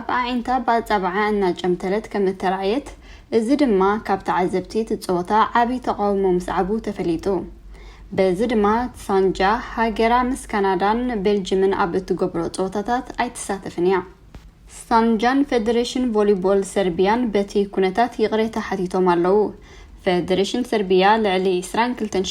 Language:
Tigrinya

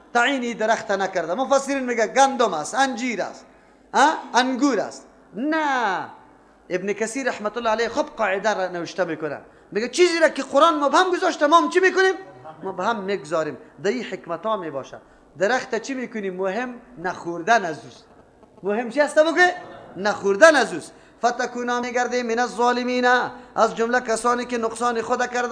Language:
Persian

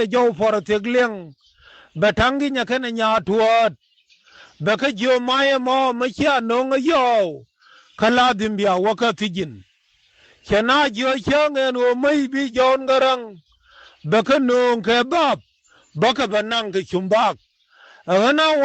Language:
Nuer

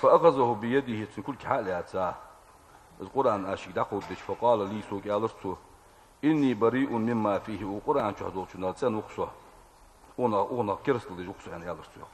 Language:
Ingush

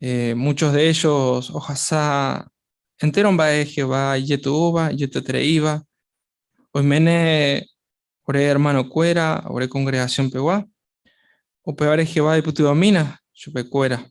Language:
Guarani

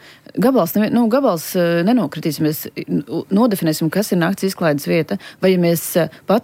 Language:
Latvian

